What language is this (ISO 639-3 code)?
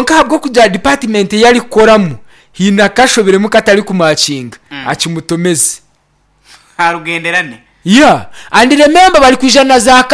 nyn